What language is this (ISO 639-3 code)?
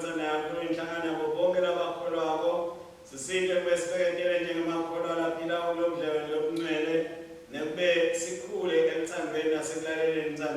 ssw